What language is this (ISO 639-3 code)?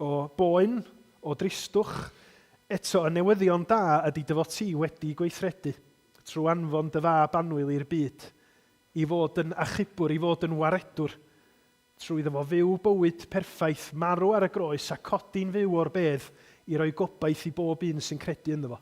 cym